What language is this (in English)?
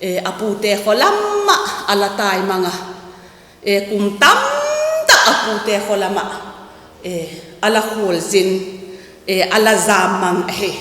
Vaiphei